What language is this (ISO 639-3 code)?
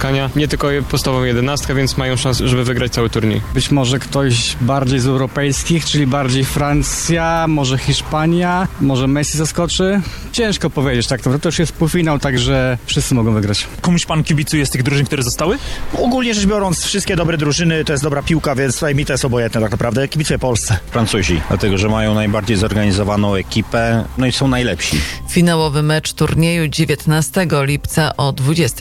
pol